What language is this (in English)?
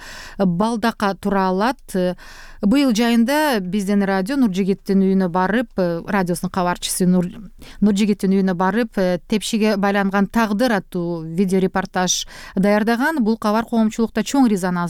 Kyrgyz